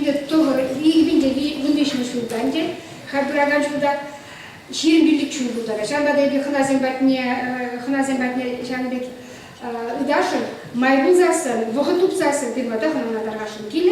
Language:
Chuvash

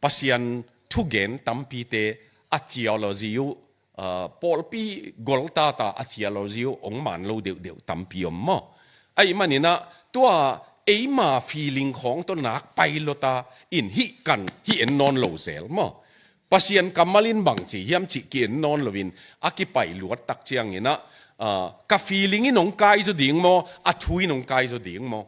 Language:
Tedim Chin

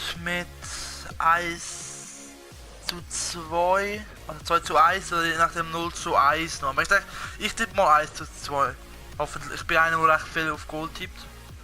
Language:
Swiss German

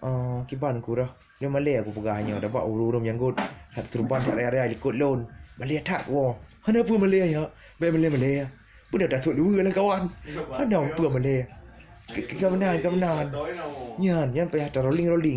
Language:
Achinese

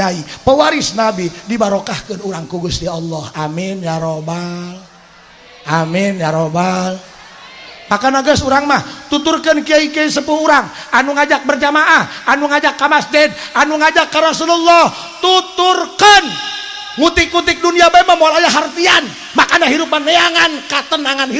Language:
Sundanese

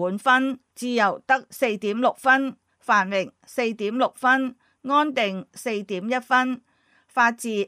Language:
Cantonese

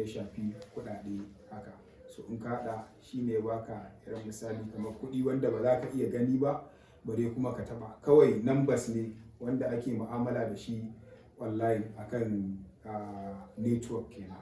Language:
Hausa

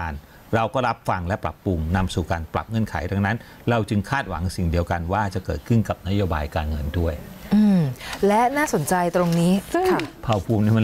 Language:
Thai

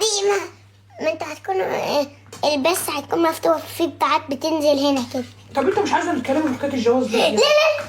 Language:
Egyptian Arabic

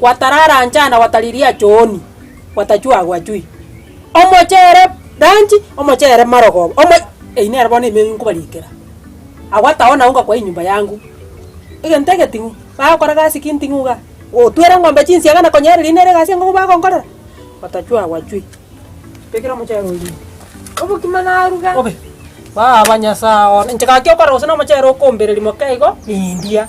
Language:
Gusii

